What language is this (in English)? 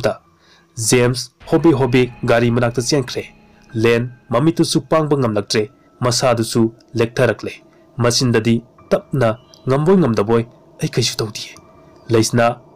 Manipuri